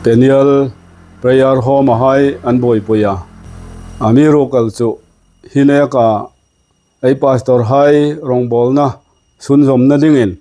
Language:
Hmar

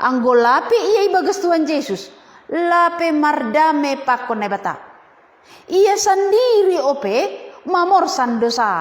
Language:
Batak Simalungun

